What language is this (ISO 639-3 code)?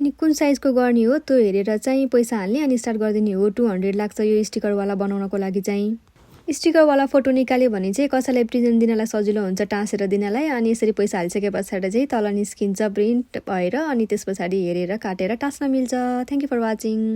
nep